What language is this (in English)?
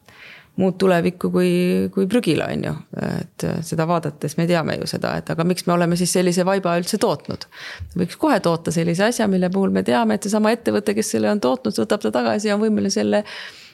Estonian